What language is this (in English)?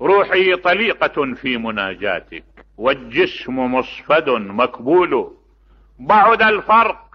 Mesopotamian Arabic